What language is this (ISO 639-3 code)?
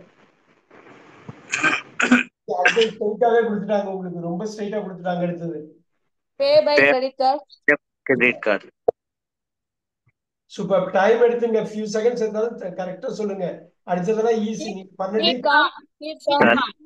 tam